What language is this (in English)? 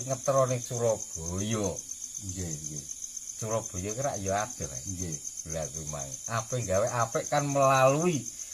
Javanese